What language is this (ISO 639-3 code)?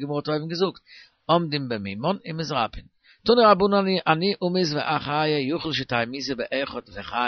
yid